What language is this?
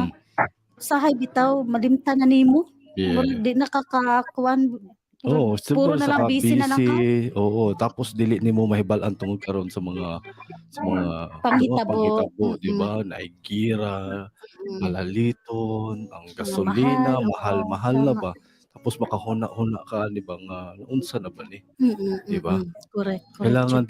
Cebuano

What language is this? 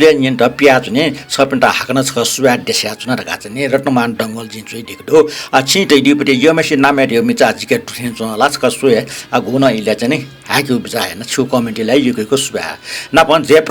Newari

